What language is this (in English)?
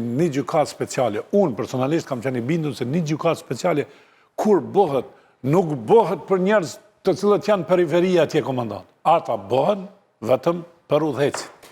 Albanian